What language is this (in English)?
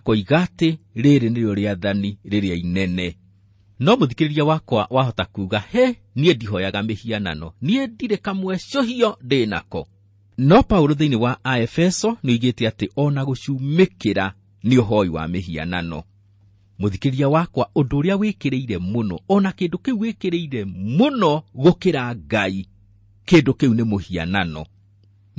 Kikuyu